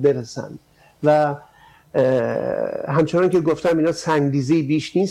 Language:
Persian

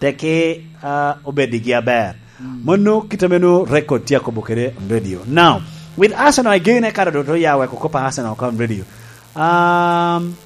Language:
Lango (Uganda)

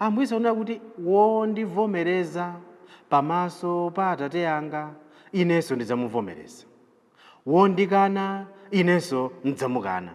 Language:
Nyanja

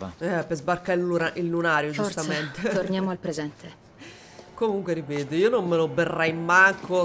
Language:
Italian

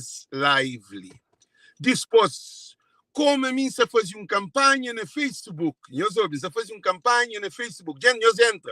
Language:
Kabuverdianu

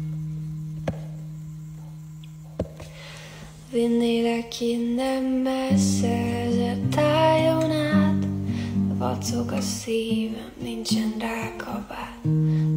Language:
Hungarian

